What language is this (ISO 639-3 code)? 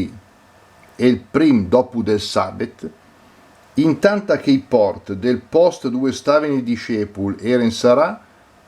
lmo